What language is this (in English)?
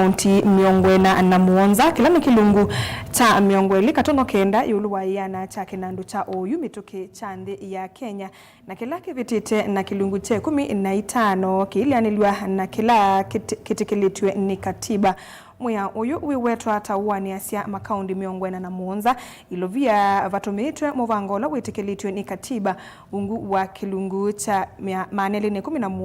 Kamba